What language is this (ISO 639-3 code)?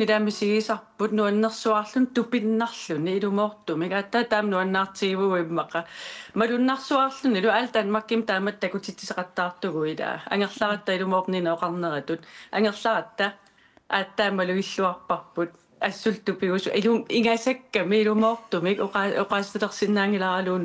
kal